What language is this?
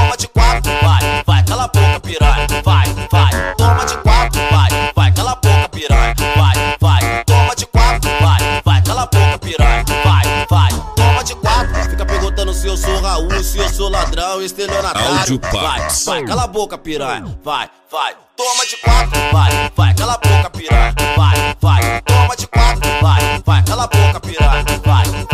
Portuguese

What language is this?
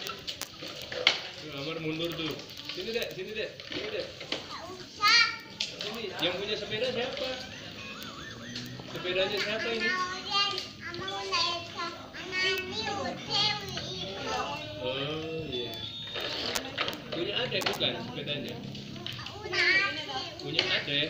Indonesian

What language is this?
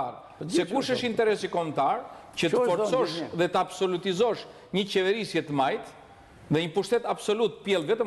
Albanian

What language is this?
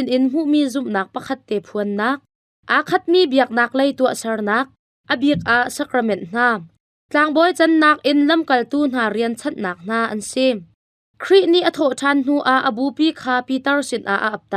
Hakha Chin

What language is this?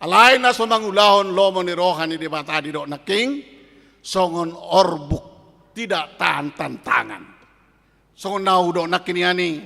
Batak Toba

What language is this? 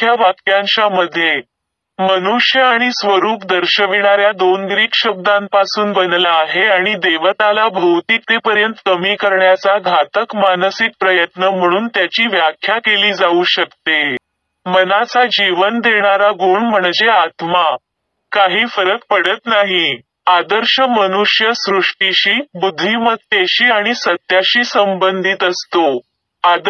Marathi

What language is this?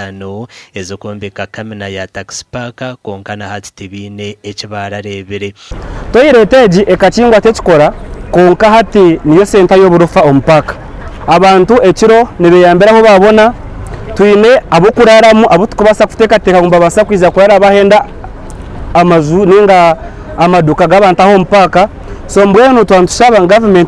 Nyankole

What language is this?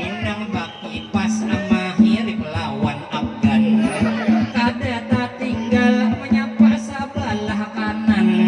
Banjar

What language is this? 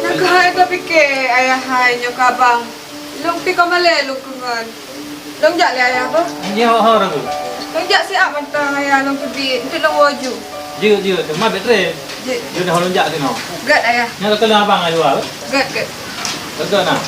Achinese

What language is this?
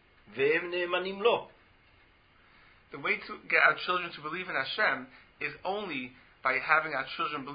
Hebrew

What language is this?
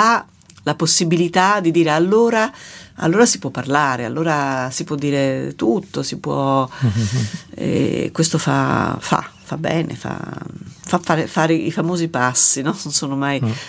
Italian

